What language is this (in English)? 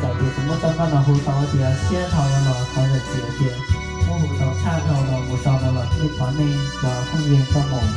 Hmong